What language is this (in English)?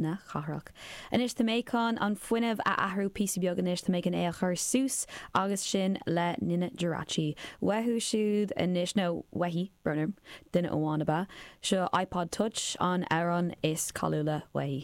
Irish